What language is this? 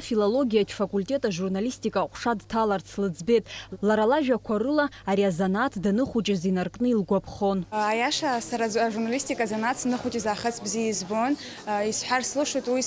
Abkhazian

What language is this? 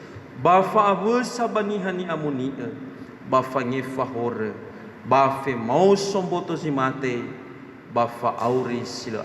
Nias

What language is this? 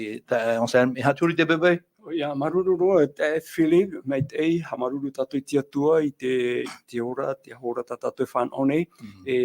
Tahitian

